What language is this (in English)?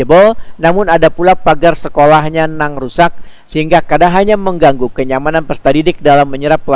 Banjar